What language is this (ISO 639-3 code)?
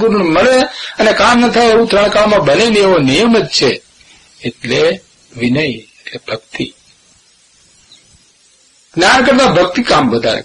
guj